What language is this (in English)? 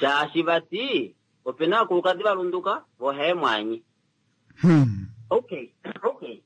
Kuanyama